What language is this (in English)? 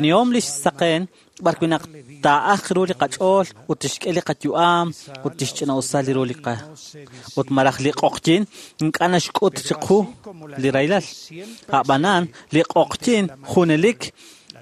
Kekchí